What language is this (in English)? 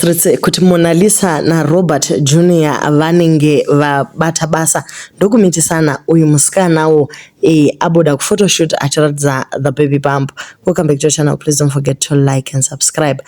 Shona